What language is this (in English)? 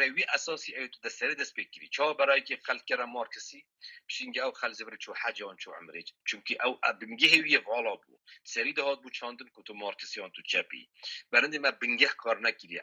Kurdish